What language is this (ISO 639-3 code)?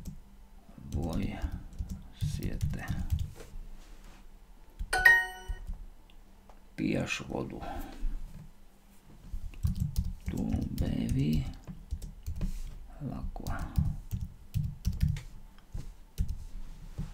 slk